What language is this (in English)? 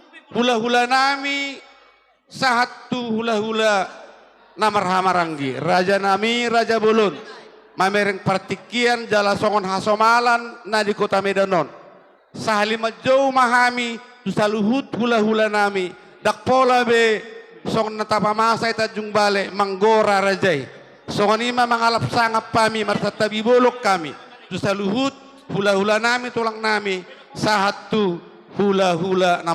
Batak Toba